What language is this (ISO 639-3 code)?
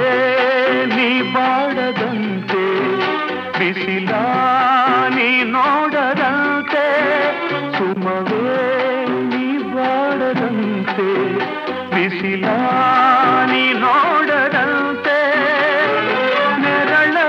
kan